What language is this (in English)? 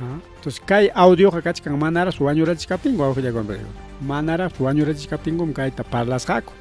Ayacucho Quechua